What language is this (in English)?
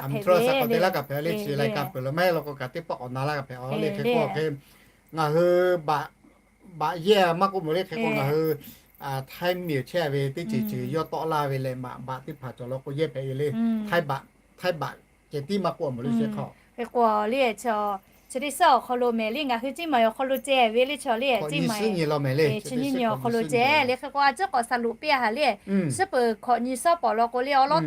Lahu